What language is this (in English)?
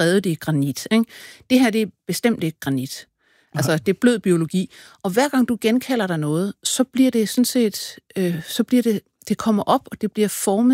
Danish